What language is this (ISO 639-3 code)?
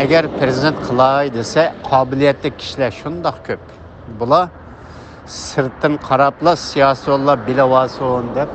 uig